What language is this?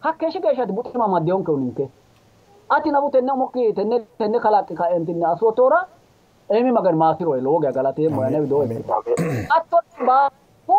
Sidamo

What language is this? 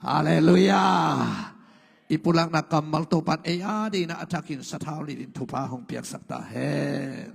Tedim Chin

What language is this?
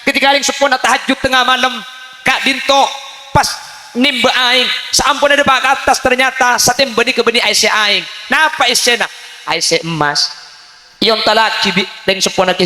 Madurese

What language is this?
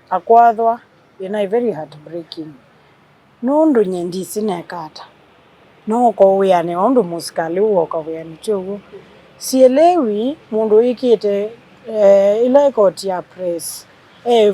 Kamba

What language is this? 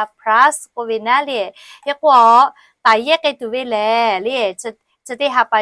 Lahu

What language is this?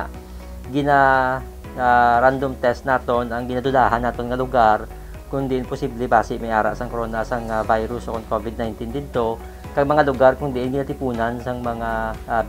Hiligaynon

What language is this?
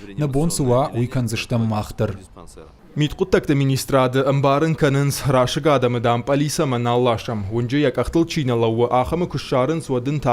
Ossetic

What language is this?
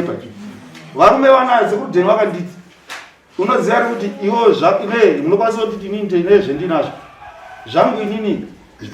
Shona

